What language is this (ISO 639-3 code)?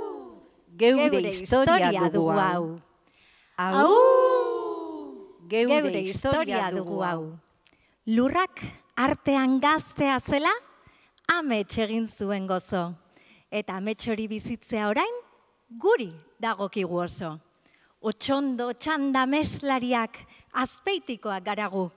eus